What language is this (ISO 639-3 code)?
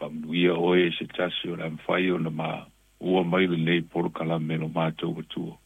smo